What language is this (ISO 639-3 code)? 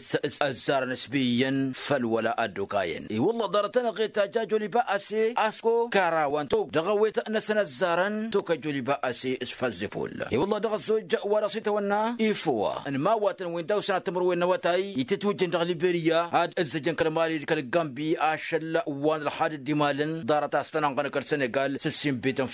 taq